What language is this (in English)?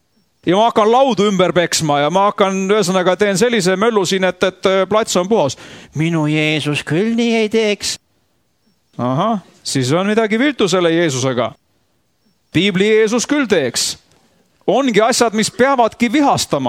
Estonian